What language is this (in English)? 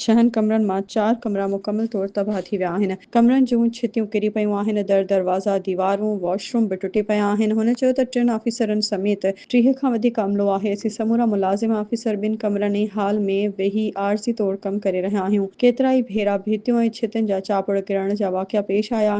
Sindhi